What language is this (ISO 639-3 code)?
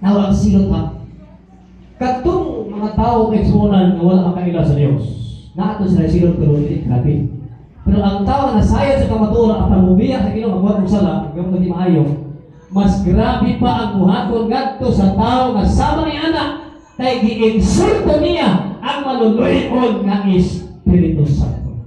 ceb